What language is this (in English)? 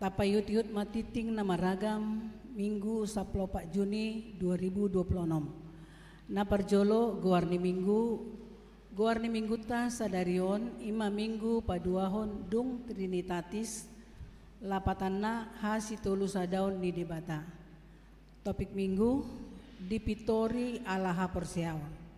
Batak Toba